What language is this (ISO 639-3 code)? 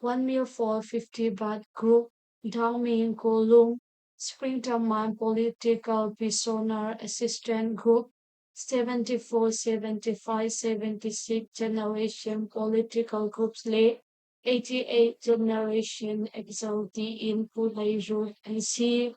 cnh